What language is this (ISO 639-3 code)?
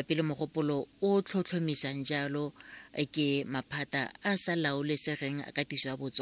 tsn